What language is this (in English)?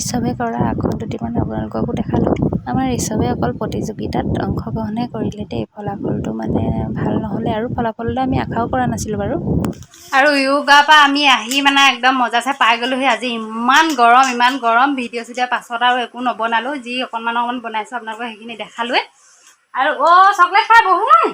Assamese